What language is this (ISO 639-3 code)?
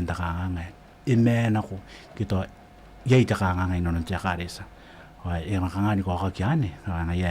gil